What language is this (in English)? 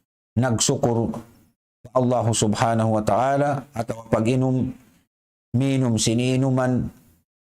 Tausug